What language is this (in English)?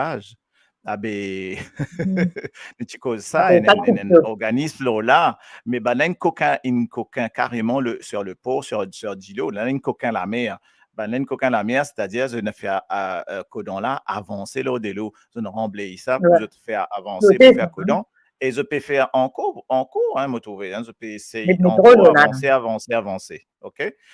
Morisyen